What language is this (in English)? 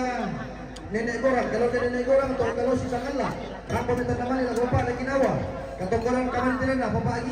Toraja-Sa'dan